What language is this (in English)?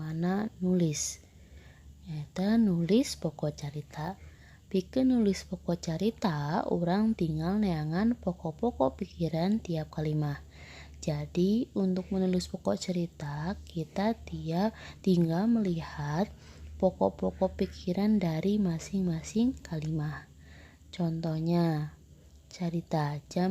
Sundanese